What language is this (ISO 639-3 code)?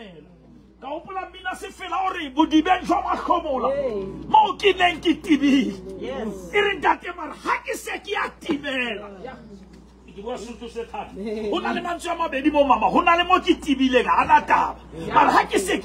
sot